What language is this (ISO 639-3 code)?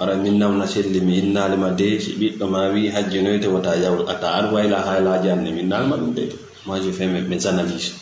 ful